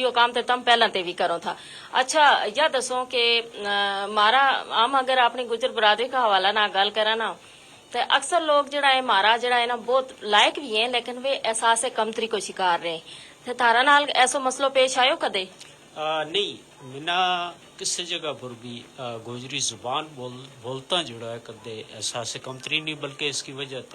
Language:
Gujari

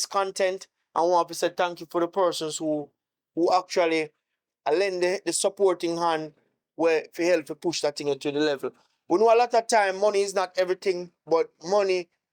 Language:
Jamaican Creole English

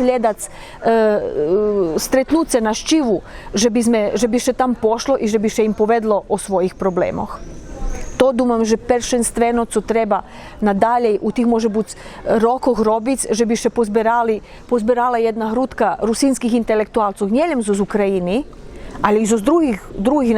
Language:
Rusyn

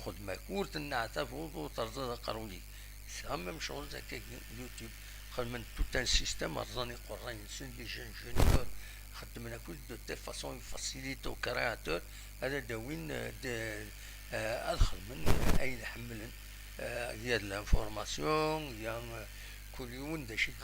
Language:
Kabyle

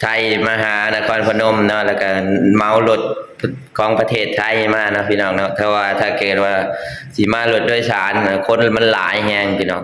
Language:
Lao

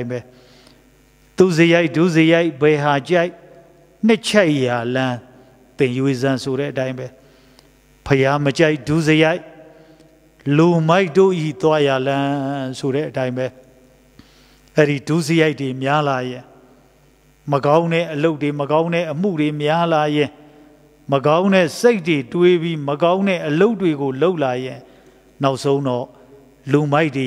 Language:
Burmese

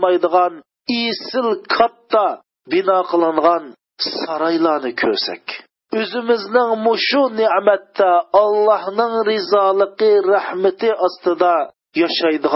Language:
Uyghur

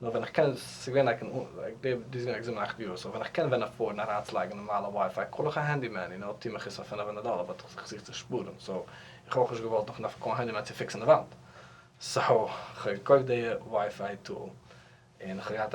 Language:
Yiddish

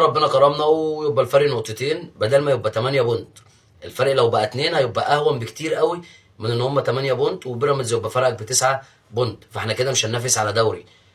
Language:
Egyptian Arabic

